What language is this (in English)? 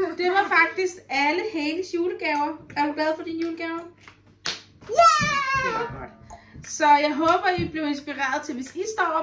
Danish